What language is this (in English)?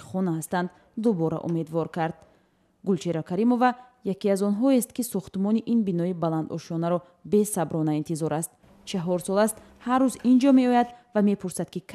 Tajik